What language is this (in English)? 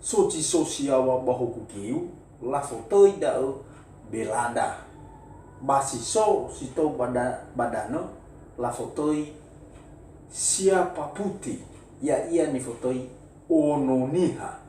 Nias